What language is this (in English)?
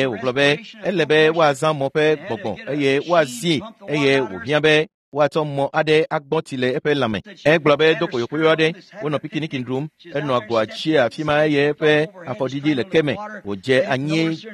Ewe